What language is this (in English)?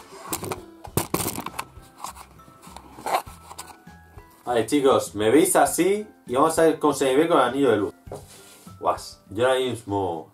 Spanish